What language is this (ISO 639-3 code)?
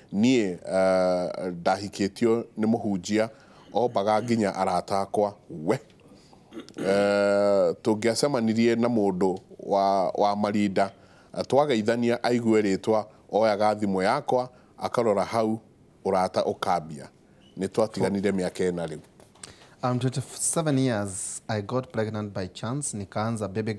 kik